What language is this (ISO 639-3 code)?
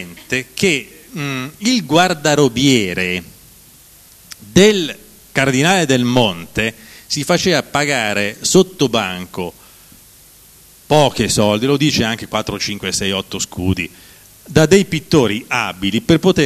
ita